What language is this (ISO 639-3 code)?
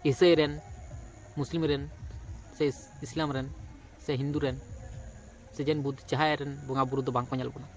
sat